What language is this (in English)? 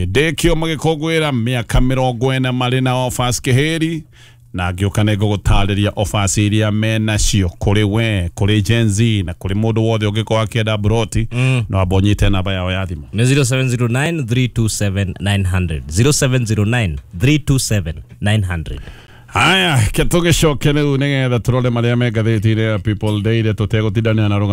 Kikuyu